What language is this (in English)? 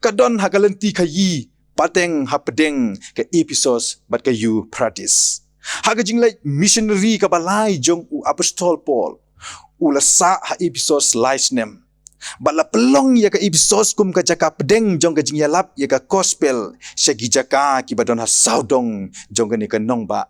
Khasi